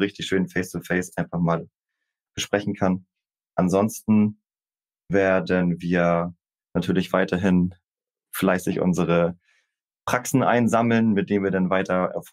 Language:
German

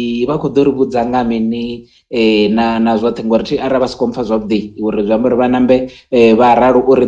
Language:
Venda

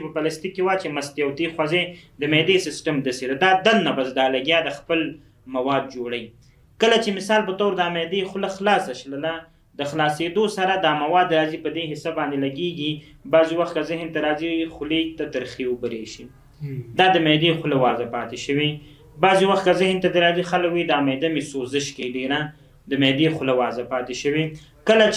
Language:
Pashto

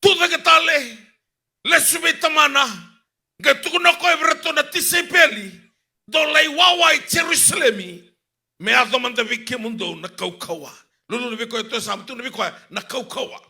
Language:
Fijian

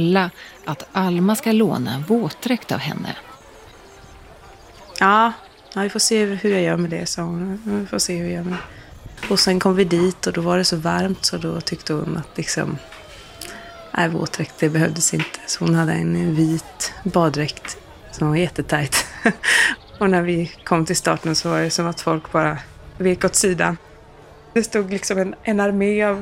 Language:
Swedish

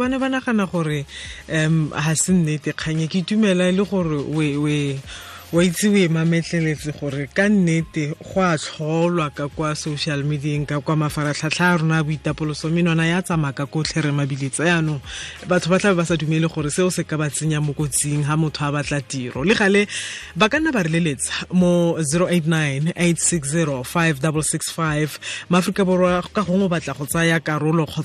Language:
Tswana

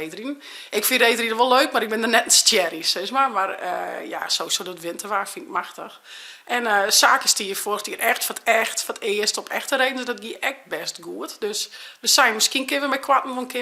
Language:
Western Frisian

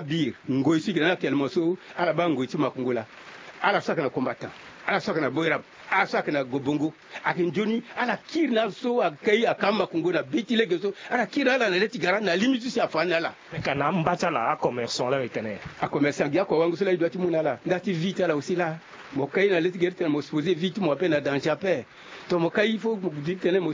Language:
Sango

